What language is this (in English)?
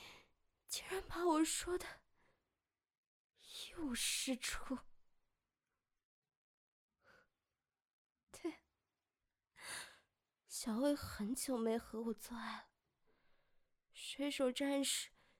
Chinese